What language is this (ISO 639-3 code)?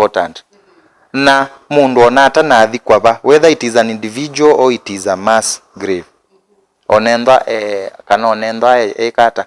kam